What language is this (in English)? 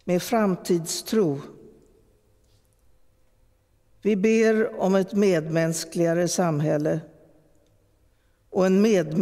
Swedish